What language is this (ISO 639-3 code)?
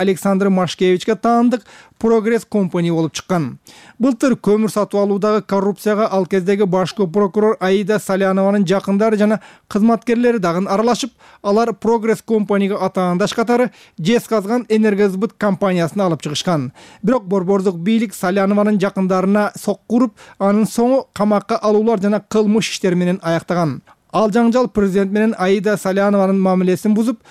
kir